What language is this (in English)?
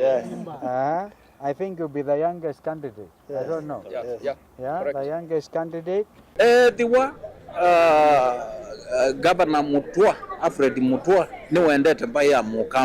Kamba